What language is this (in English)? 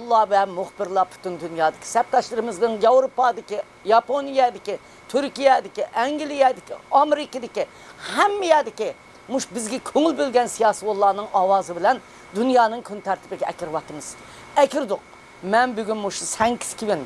Uyghur